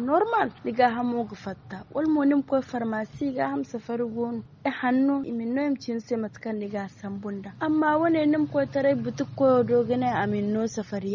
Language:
Zarma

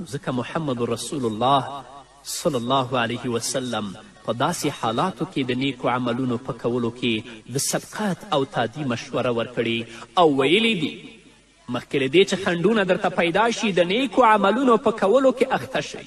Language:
Pashto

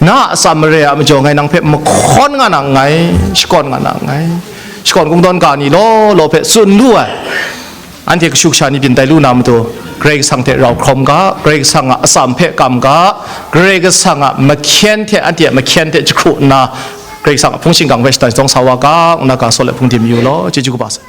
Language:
Kachin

